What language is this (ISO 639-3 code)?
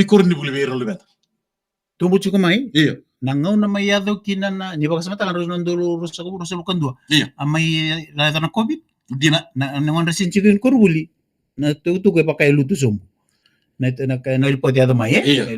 fij